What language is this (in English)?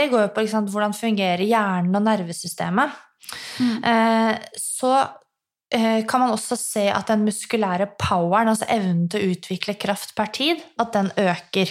Norwegian